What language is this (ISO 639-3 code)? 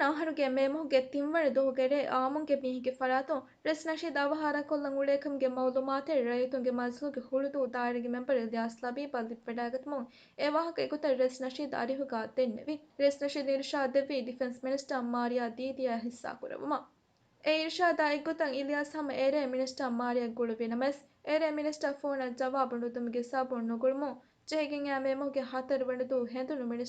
div